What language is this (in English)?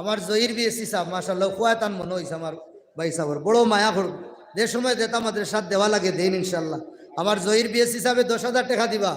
Sylheti